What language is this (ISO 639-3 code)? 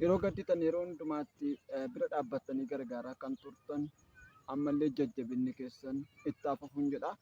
orm